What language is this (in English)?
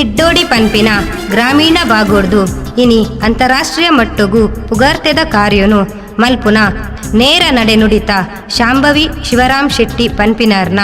Tulu